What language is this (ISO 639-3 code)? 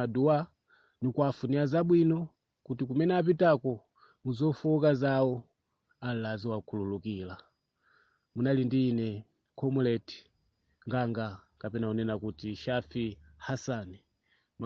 nya